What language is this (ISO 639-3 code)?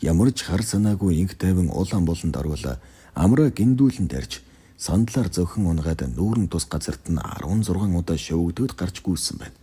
mon